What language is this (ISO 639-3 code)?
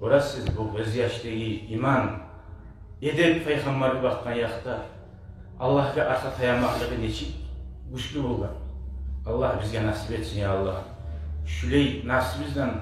kum